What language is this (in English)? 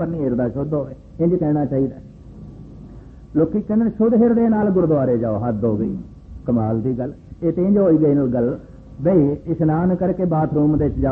Punjabi